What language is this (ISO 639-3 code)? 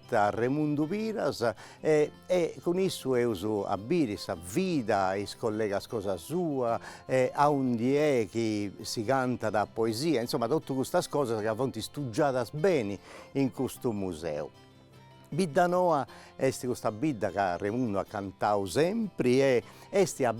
srd